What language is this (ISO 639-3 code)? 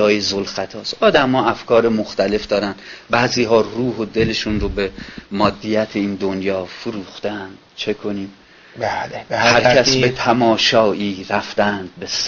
fas